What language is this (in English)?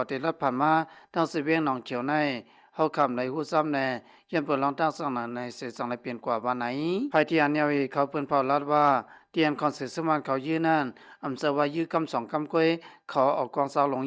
Shan